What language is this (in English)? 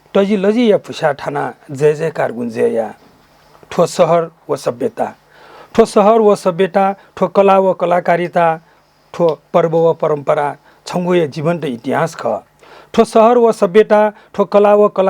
Newari